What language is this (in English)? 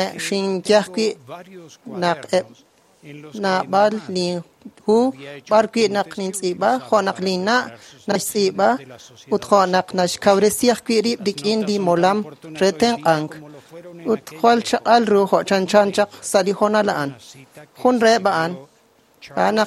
Kekchí